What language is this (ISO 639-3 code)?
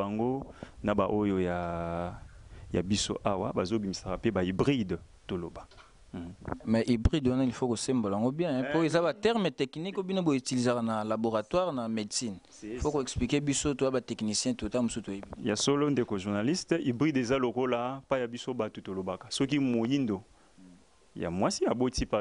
lin